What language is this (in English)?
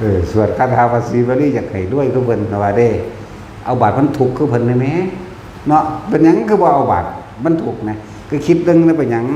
Northeastern Thai